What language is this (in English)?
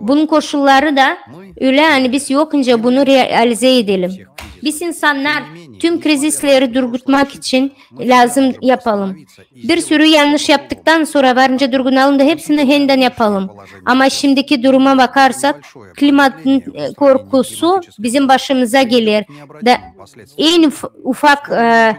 Gagauz